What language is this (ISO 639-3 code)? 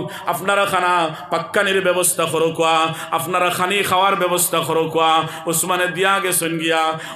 syl